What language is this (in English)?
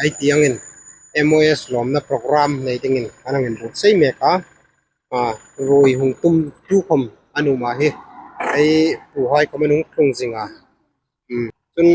Hmar